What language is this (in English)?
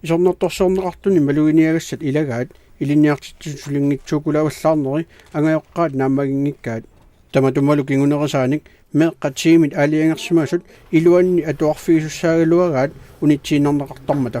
Kalaallisut